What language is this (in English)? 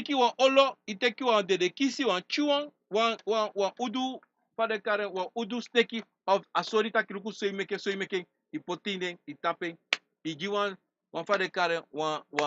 Sranan Tongo